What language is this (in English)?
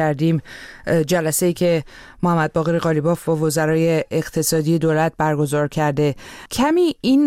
Persian